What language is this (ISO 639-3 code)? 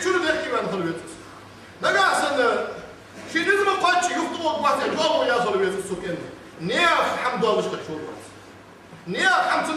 inh